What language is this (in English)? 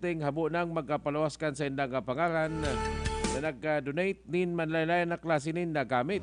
Bikol